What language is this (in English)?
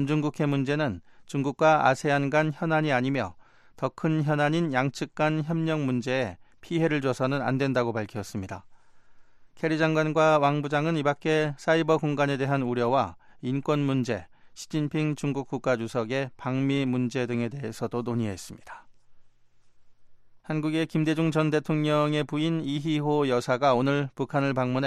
Korean